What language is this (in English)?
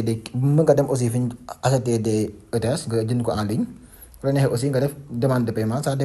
Wolof